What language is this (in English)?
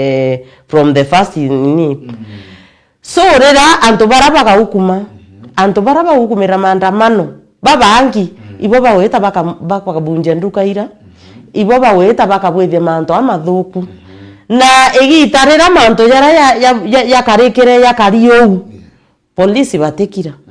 Meru